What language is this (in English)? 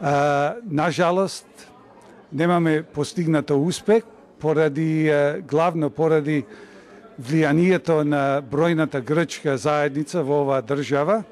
Macedonian